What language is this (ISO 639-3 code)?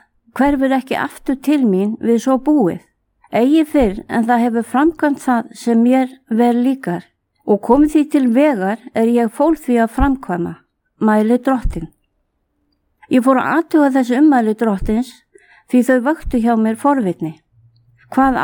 isl